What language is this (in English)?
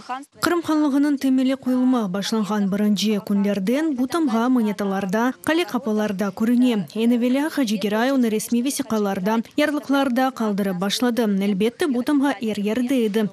Crimean Tatar